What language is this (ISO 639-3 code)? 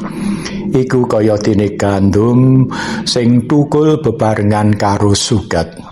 jav